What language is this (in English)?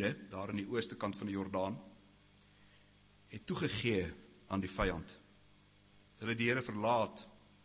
Afrikaans